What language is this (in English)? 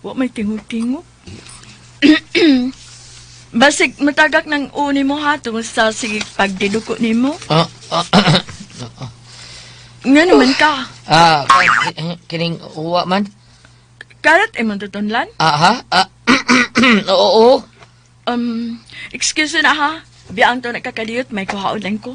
Cebuano